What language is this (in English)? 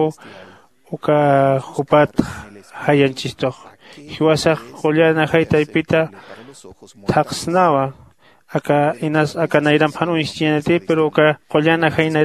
Aymara